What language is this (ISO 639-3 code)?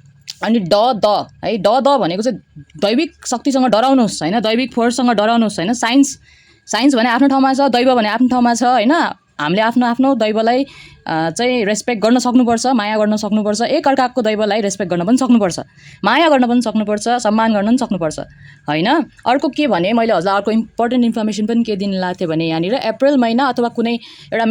nep